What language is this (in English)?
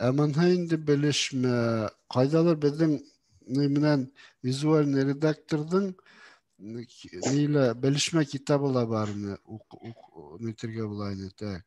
Bashkir